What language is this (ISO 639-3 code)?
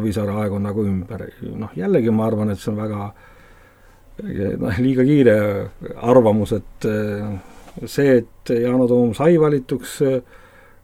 est